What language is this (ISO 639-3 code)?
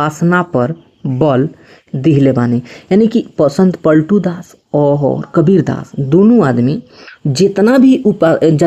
bho